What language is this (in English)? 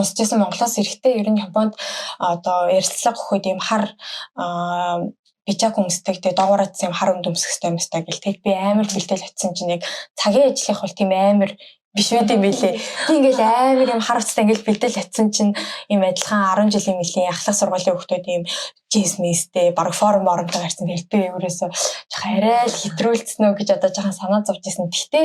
Mongolian